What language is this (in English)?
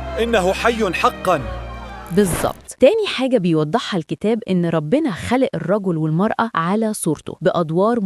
Egyptian Arabic